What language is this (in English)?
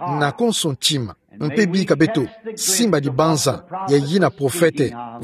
Kituba (Democratic Republic of Congo)